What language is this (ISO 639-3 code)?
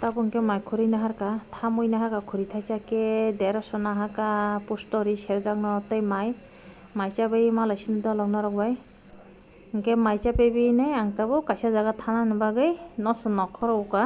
trp